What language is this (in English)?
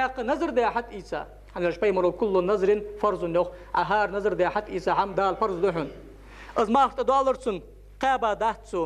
Ingush